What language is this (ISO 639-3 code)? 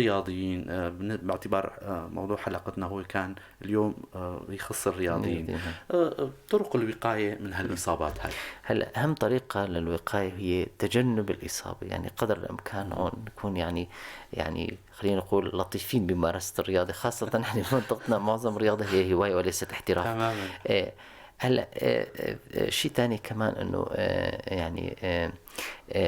apc